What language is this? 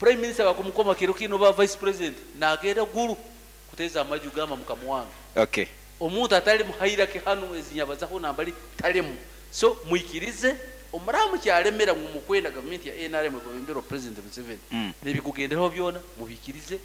Nyankole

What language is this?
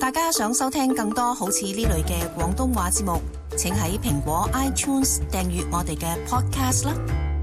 Cantonese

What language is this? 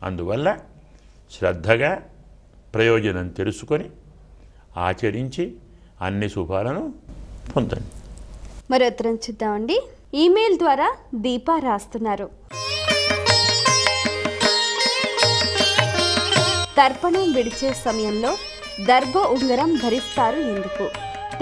Telugu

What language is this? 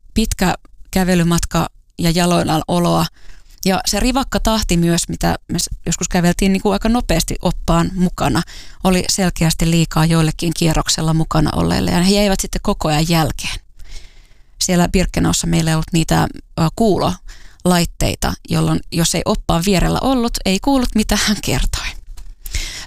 Finnish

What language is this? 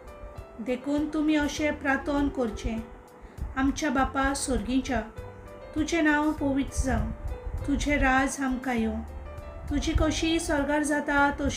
Konkani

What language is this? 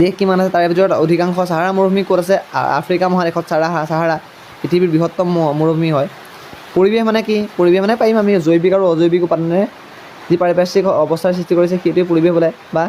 Assamese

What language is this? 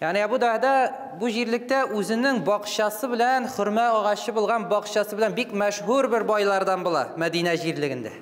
Tatar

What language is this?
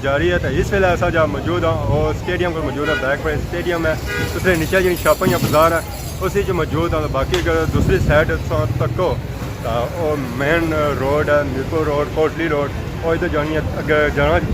Pahari-Potwari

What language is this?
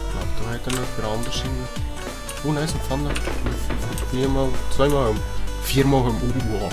Swiss German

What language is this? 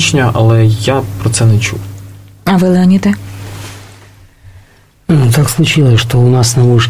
Ukrainian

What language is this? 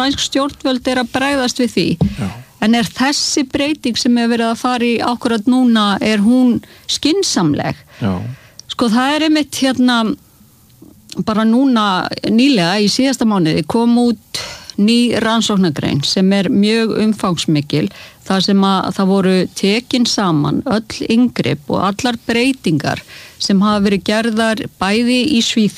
Icelandic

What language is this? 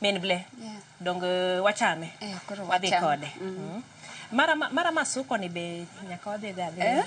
Luo (Kenya and Tanzania)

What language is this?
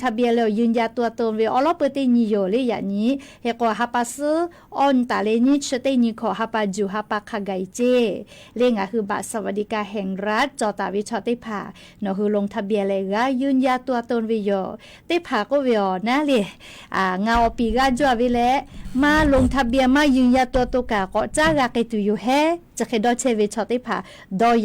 Lahu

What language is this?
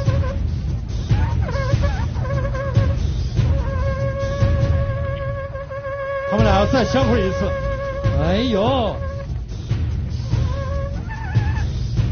Chinese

